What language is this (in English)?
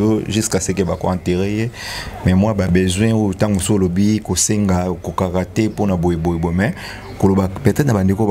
Lingala